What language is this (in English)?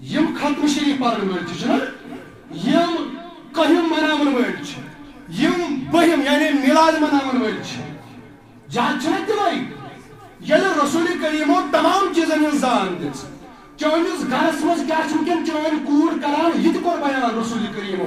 Kashmiri